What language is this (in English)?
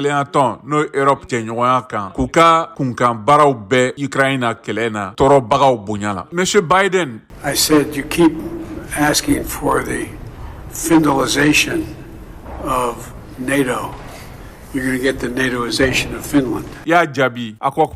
Bambara